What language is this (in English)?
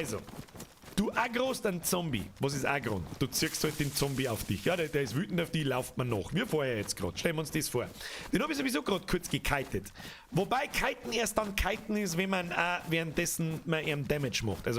Bavarian